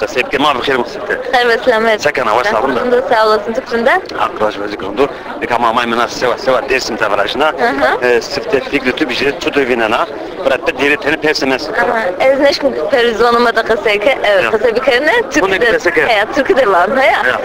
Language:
Zaza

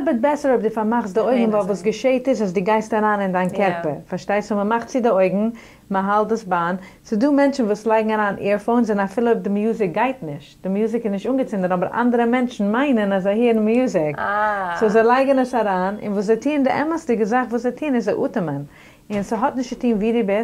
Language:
Yiddish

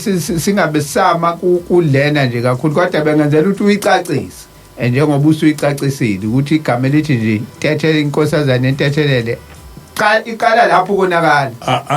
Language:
Zulu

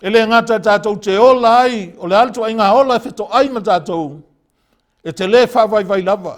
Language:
Samoan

